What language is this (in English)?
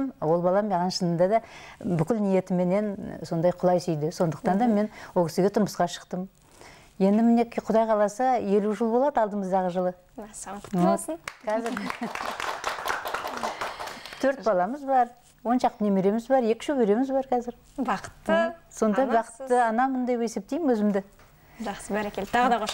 Kazakh